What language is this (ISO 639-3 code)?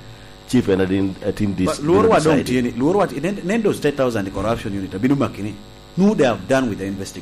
laj